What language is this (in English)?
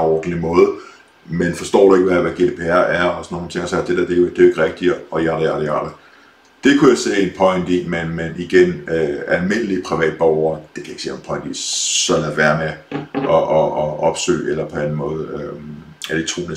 Danish